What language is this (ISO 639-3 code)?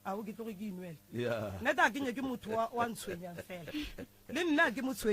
nso